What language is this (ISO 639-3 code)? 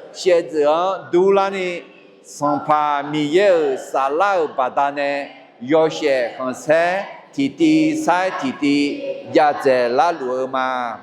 ahk